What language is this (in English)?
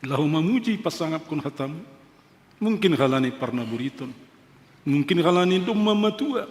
Batak Simalungun